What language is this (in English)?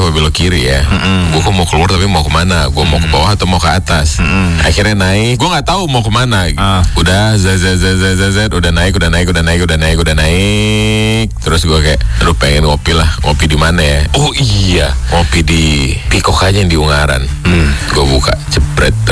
Indonesian